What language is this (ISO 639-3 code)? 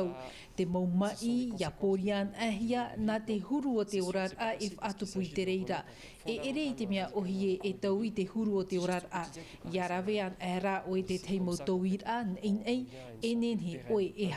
tah